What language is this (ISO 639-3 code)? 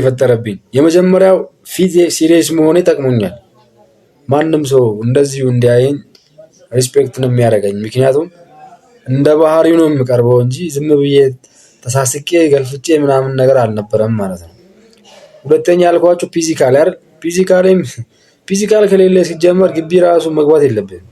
amh